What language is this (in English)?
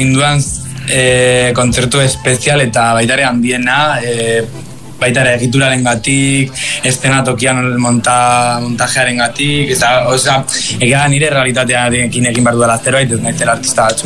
Basque